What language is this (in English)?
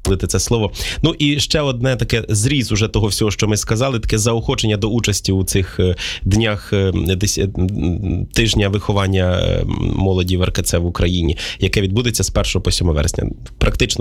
Ukrainian